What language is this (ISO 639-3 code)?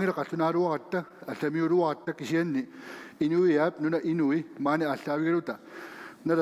kal